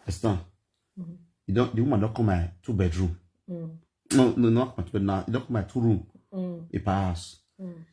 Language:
Nigerian Pidgin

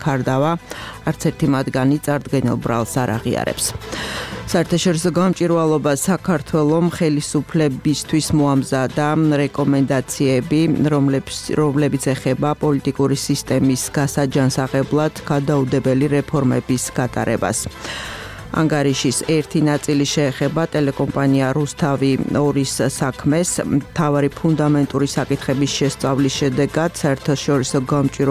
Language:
Georgian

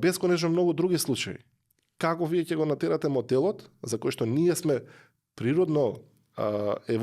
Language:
Macedonian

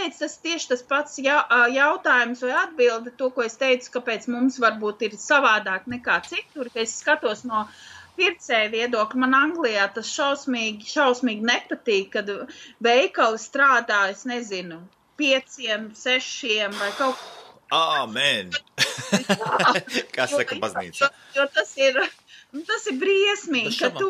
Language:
Latvian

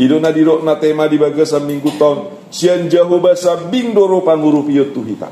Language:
Batak Toba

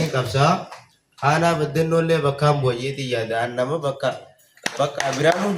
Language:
Oromo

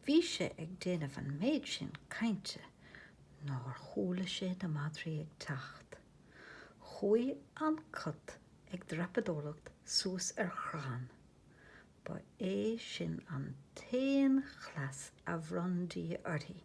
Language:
Irish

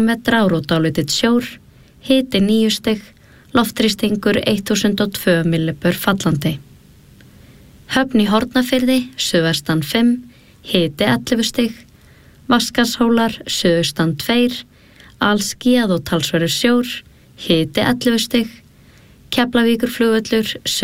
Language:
Icelandic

